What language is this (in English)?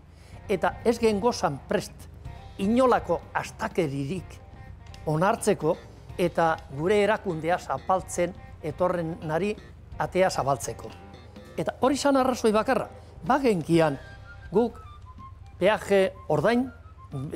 Basque